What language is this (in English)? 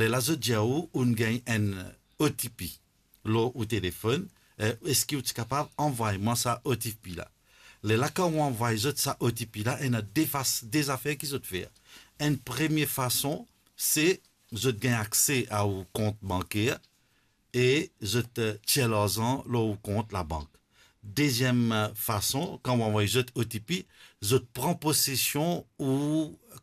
Morisyen